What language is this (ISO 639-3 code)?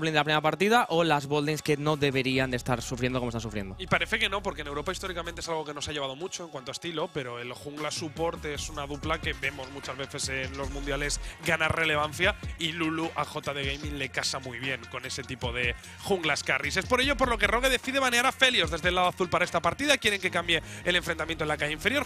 spa